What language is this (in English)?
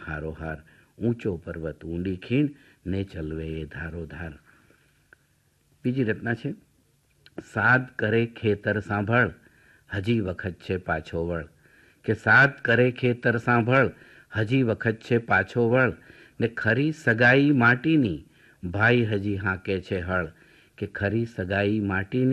Gujarati